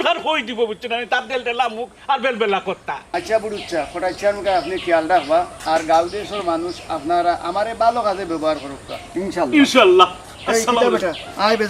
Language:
Sylheti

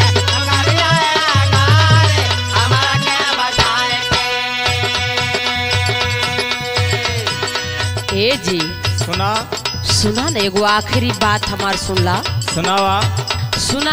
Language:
Bhojpuri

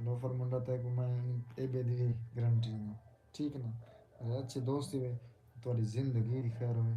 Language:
Saraiki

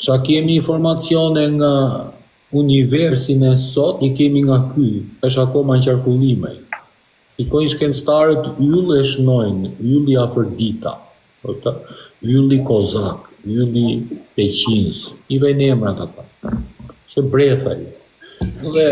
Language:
Albanian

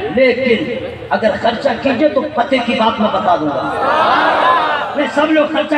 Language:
Urdu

